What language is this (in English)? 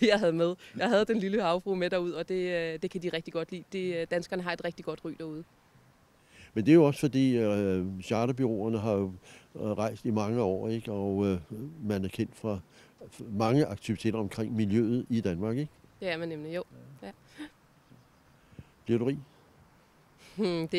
Danish